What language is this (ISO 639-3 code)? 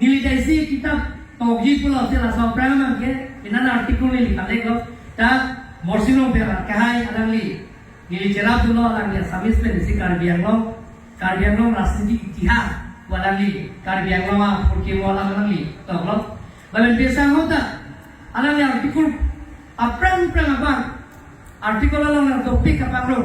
mjw